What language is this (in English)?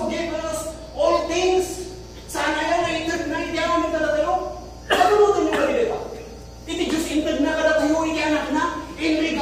Iloko